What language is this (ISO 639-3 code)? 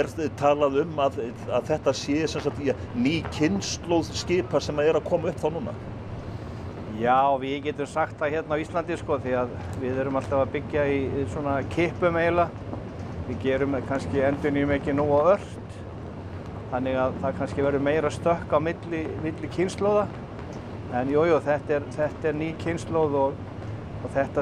isl